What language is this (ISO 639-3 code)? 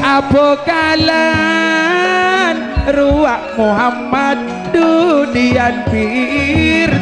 mad